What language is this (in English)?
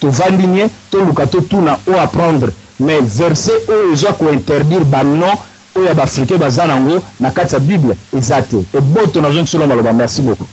Lingala